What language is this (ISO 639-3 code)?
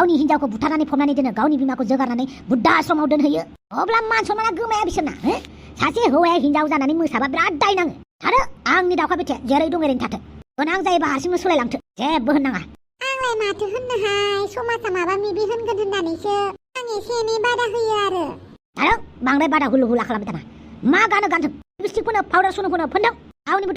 brx